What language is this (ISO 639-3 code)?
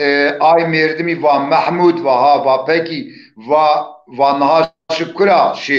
zza